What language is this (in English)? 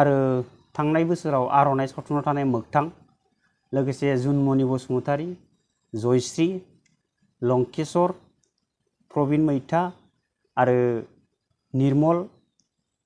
Bodo